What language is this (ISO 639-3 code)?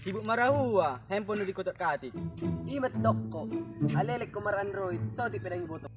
bbc